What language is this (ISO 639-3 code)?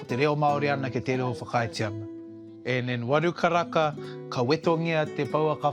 mri